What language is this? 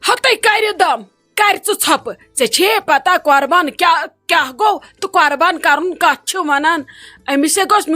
Kashmiri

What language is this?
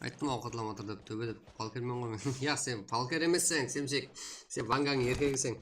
Kara-Kalpak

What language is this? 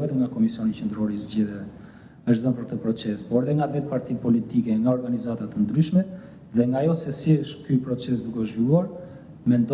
Albanian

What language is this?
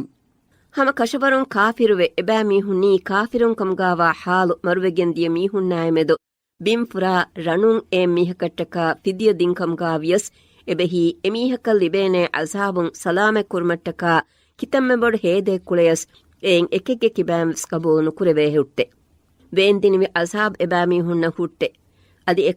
Divehi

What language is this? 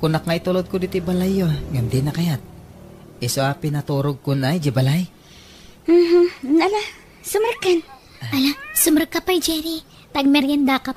Iloko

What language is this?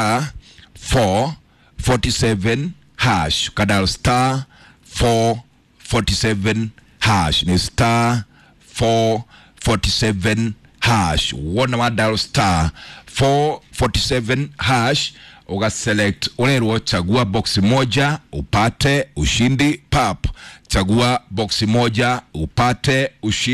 Kikuyu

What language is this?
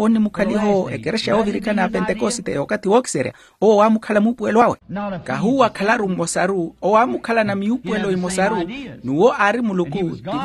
Makhuwa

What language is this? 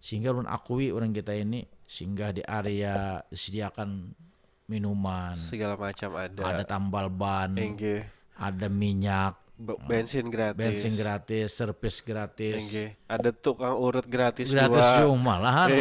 Banjar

